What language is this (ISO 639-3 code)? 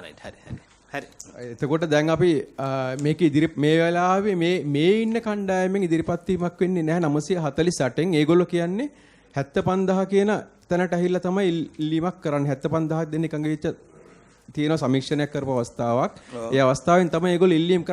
sin